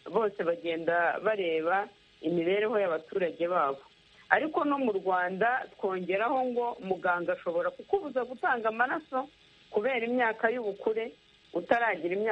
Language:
Kinyarwanda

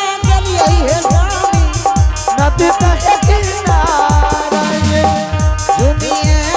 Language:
Angika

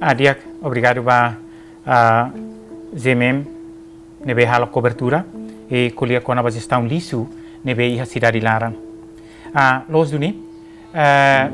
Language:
Tetum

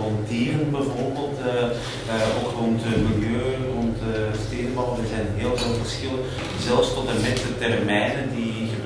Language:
Dutch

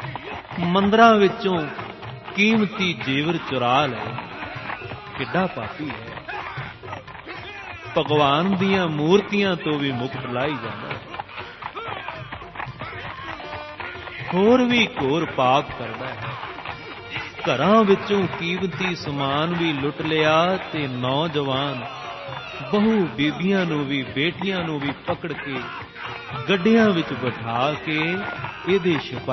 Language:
Punjabi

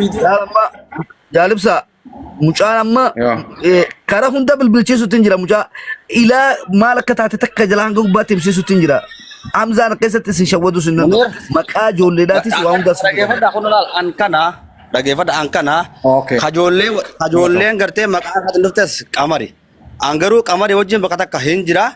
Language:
Oromo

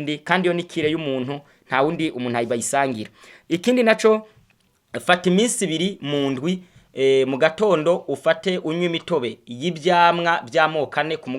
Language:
Rundi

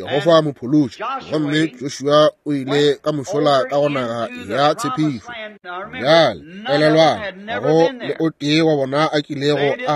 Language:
Northern Sotho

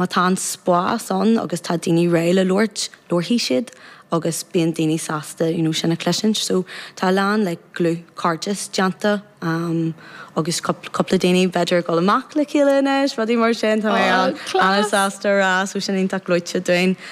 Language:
Irish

